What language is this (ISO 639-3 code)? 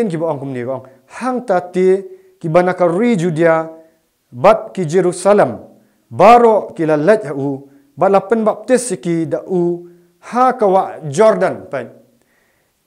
kha